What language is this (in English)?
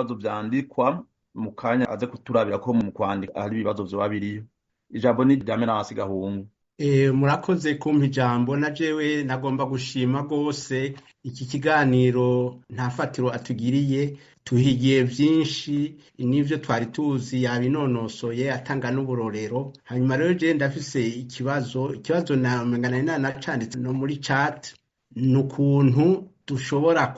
Rundi